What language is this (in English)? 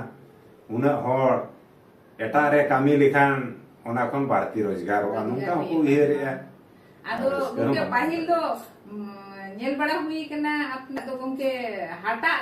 Santali